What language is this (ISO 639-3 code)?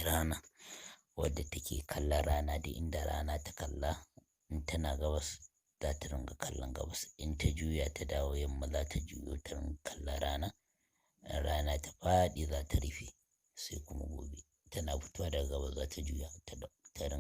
hau